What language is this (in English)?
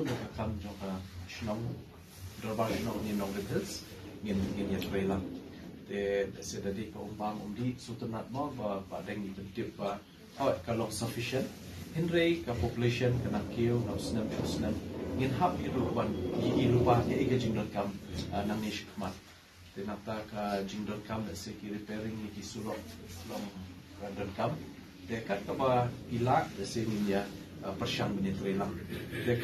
Khasi